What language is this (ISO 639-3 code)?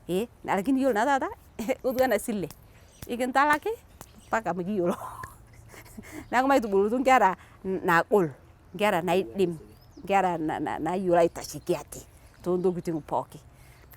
mas